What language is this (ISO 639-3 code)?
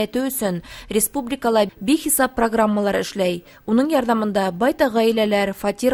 bak